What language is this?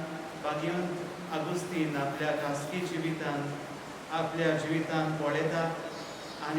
Konkani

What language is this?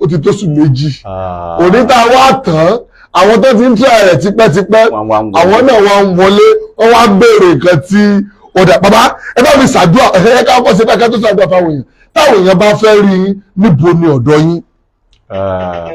Yoruba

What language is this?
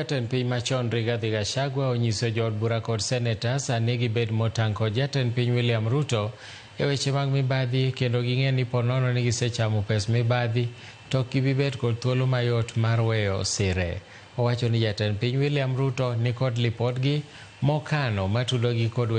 Luo (Kenya and Tanzania)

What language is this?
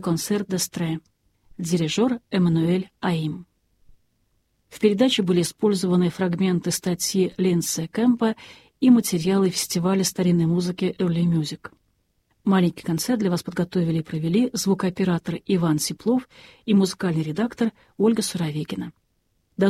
Russian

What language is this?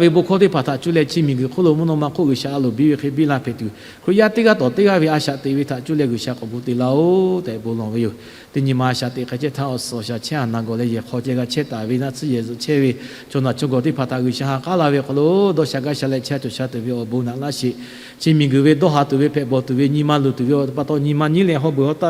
Lahu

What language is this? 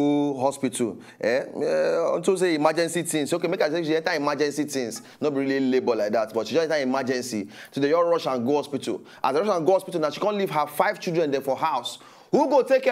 Nigerian Pidgin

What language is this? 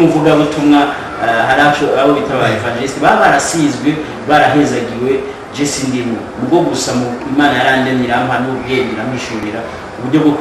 Rundi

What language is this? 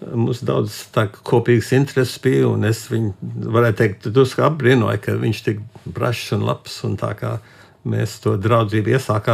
Latvian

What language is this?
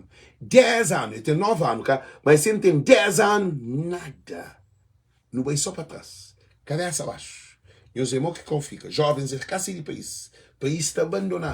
Kabuverdianu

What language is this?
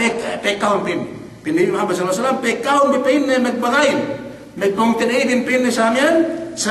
Yakan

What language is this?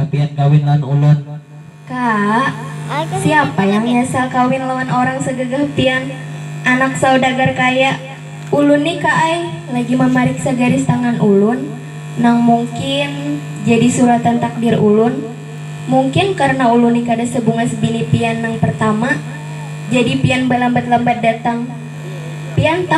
Banjar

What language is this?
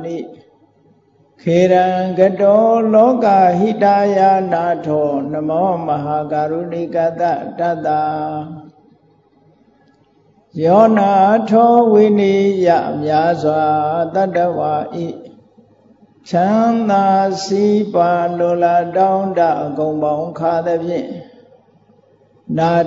Burmese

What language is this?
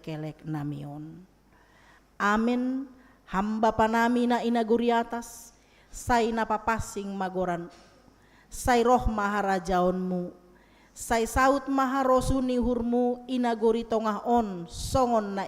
Batak Simalungun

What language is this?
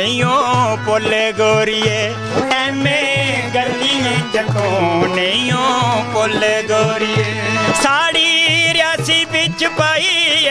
Dogri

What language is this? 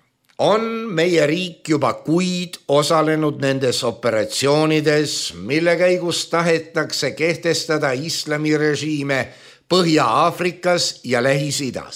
Estonian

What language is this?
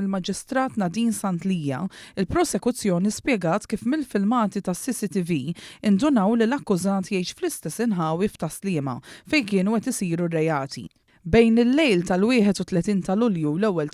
Maltese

